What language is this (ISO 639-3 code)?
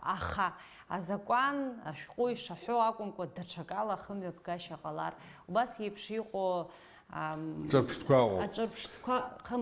abk